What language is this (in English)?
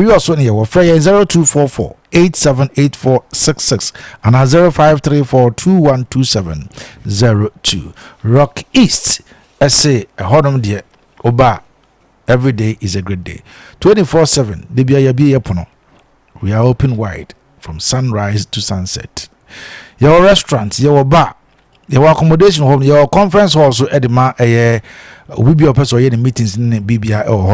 Akan